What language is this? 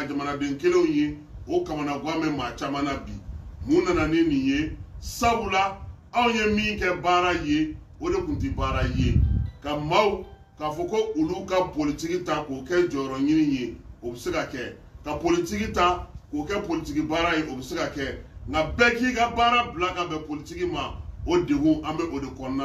Bambara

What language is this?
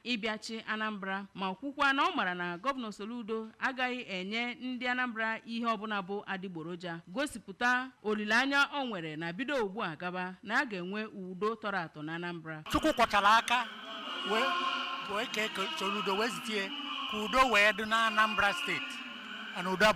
Igbo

